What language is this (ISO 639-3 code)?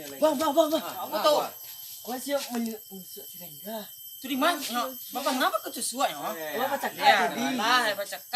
min